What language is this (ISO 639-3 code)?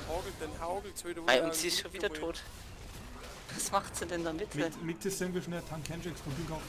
bar